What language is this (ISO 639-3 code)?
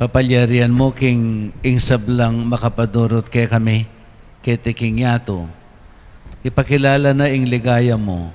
pam